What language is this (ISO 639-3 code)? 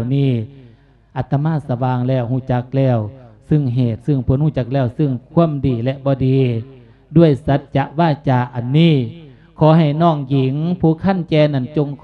lao